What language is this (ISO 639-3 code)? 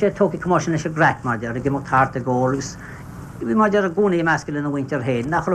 gle